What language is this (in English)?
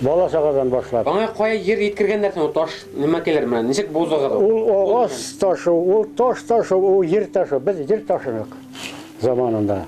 Bashkir